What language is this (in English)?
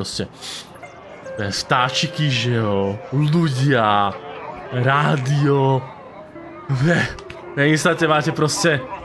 Slovak